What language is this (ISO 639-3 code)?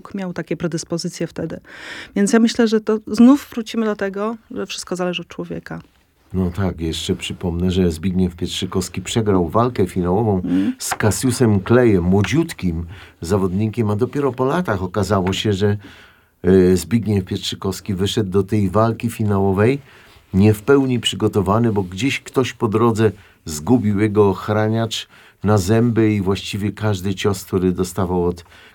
pol